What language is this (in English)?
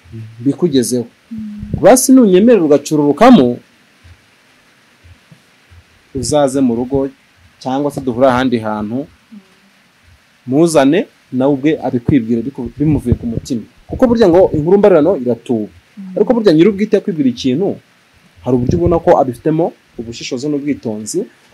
Kinyarwanda